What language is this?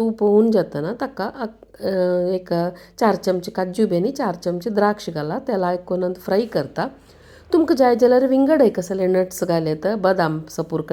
Konkani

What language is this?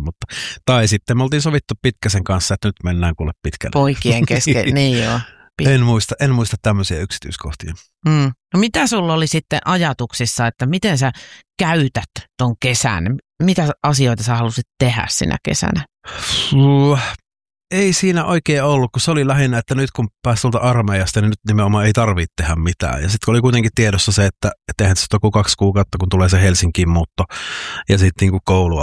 Finnish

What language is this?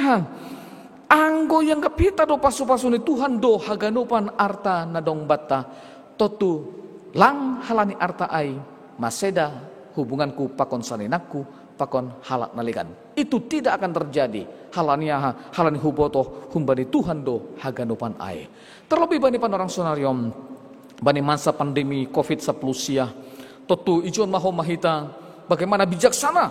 Batak Simalungun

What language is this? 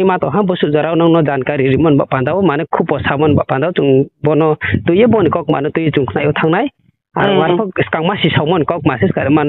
Riang (India)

